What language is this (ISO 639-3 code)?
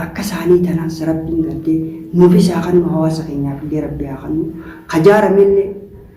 orm